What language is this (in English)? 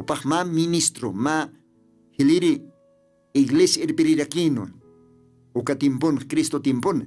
Aymara